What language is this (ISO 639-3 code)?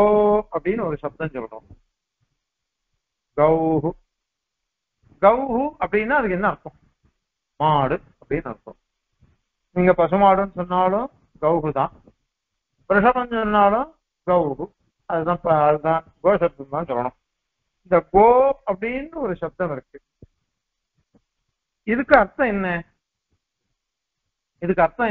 tam